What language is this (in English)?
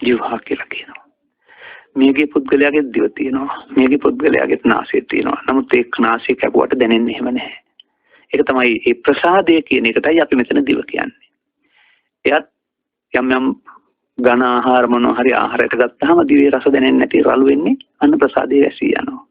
Sinhala